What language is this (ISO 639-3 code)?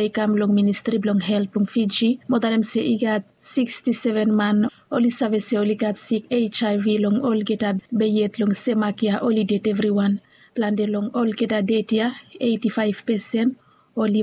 bis